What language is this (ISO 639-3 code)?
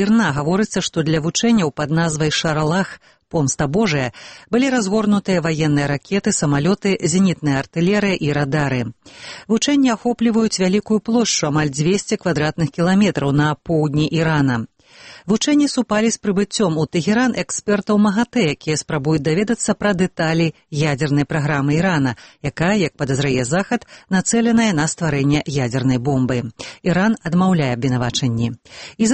bel